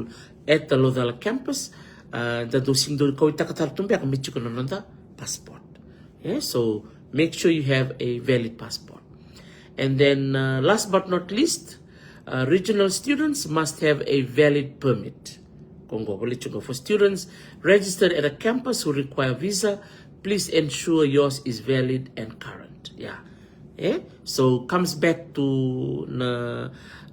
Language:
Fijian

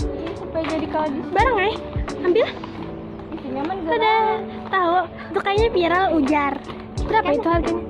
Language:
Banjar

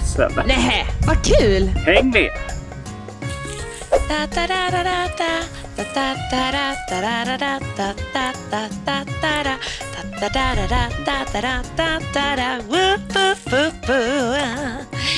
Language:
Swedish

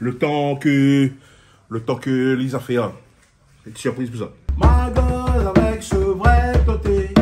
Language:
Réunion Creole French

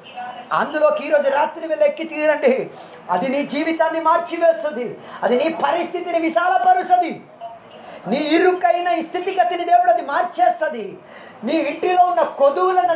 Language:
Telugu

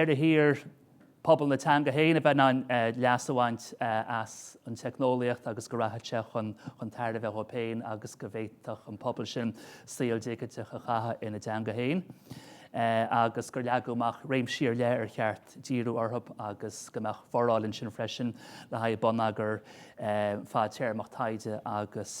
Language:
Irish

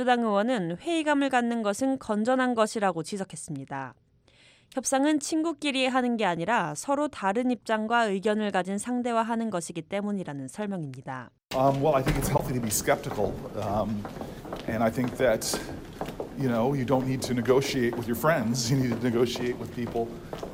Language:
Korean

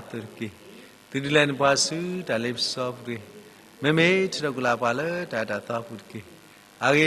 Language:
S'gaw Karen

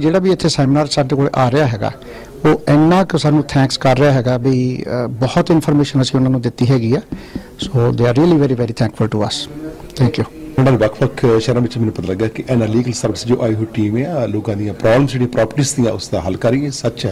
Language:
Punjabi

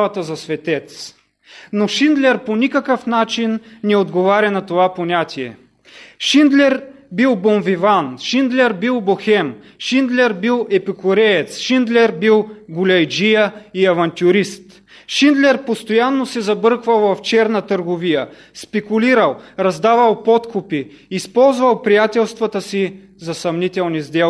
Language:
Bulgarian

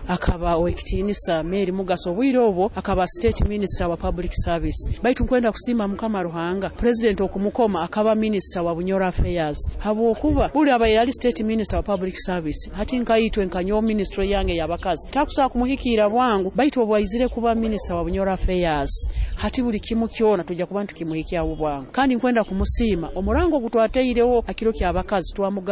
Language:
Nyoro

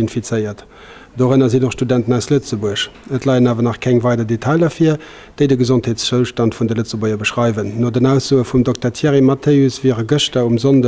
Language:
Luxembourgish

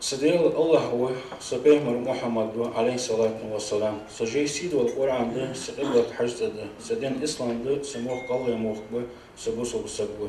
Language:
Ingush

